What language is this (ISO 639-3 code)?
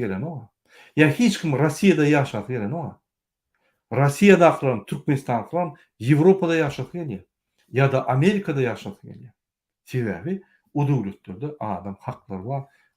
tuk